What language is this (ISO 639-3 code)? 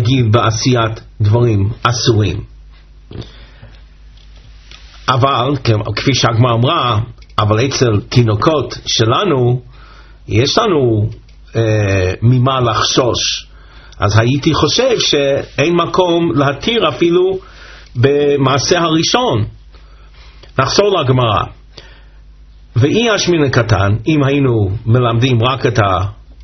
heb